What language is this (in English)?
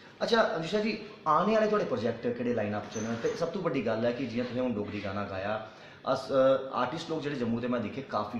Dogri